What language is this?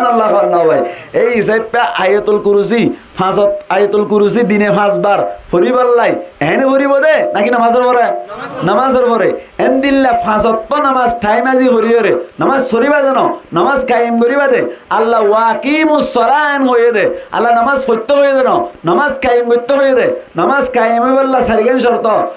Rohingya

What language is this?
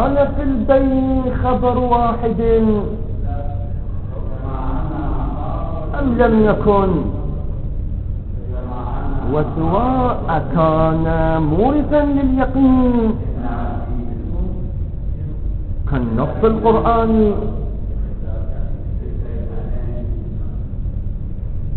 Arabic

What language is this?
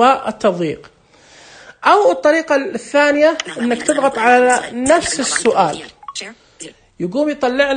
Najdi Arabic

